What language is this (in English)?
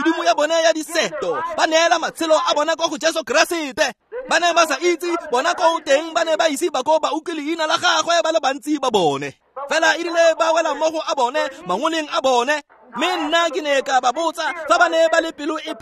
Tswana